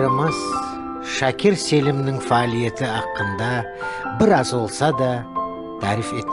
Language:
Crimean Tatar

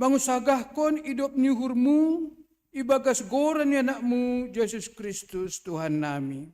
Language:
Batak Simalungun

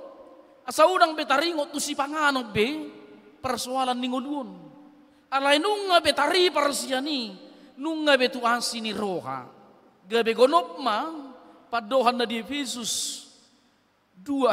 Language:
Batak Toba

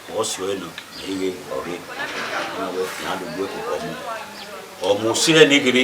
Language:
Bini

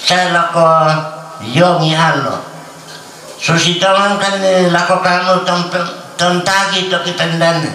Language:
Toraja-Sa'dan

